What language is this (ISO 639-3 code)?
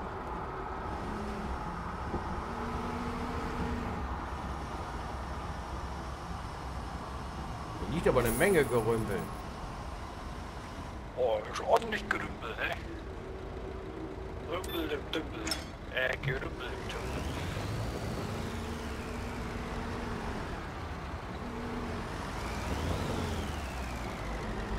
deu